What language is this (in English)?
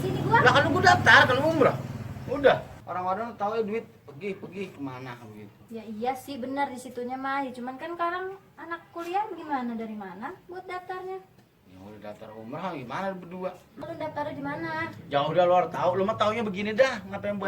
Betawi